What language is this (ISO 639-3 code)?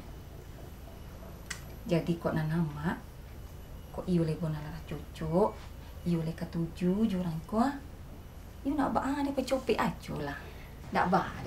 min